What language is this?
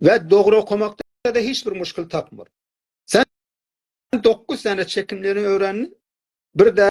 South Azerbaijani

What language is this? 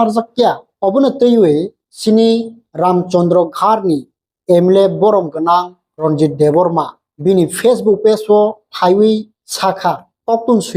Kok Borok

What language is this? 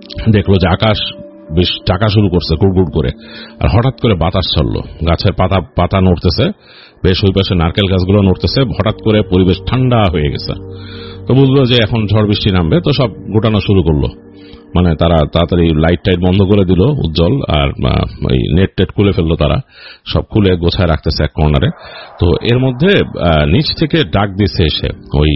Bangla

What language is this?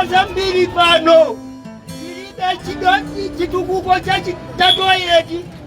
Nyanja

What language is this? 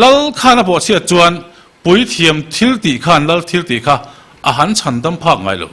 Mizo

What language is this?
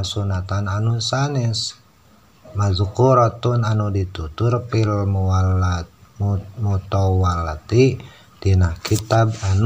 Sundanese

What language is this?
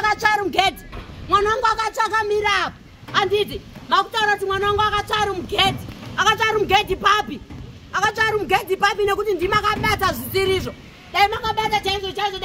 Shona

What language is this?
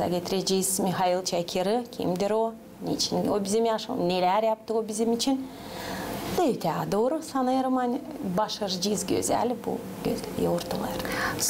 Gagauz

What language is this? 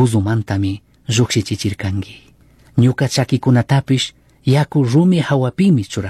Chimborazo Highland Quichua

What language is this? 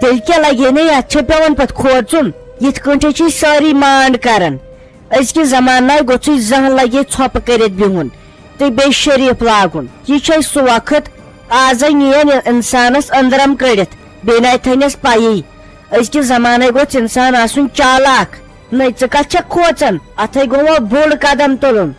Kashmiri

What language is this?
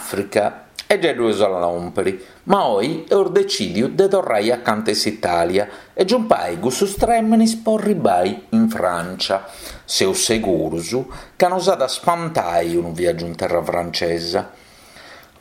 Sardinian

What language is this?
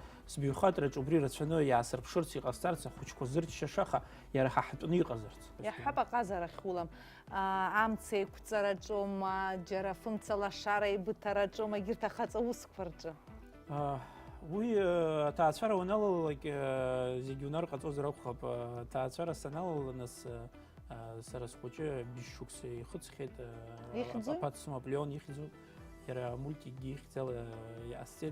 Abkhazian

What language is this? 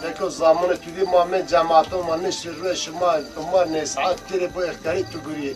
Zaza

